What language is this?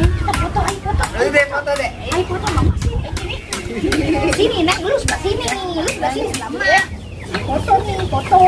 Betawi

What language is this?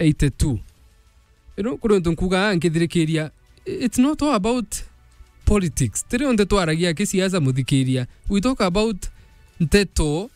Meru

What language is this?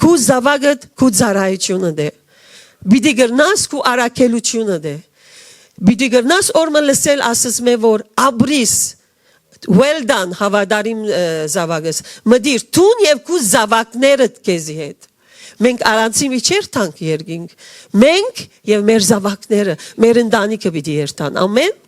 Western Armenian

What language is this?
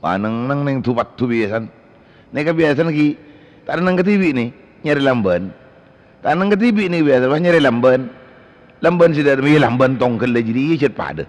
Madurese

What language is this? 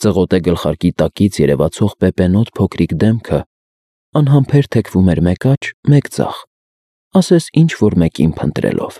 Armenian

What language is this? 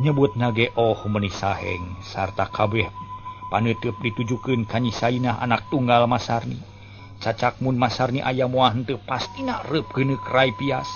Sundanese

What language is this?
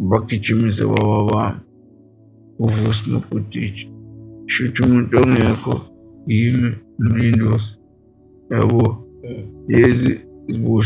Zulu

